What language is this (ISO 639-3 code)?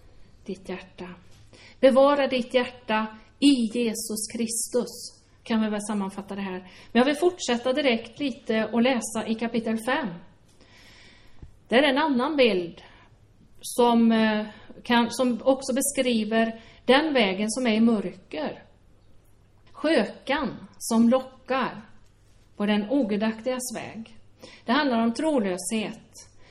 swe